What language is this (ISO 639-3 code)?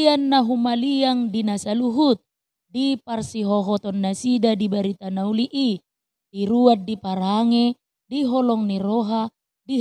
bbc